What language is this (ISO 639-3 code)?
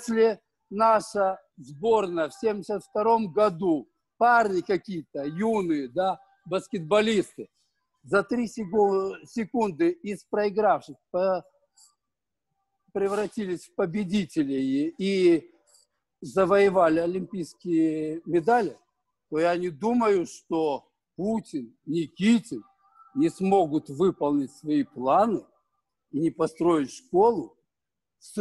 rus